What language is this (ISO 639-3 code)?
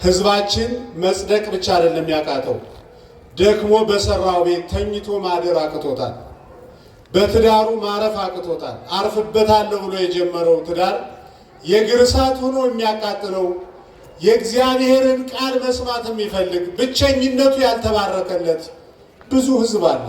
amh